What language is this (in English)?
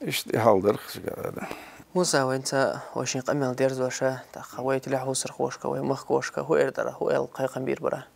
Chechen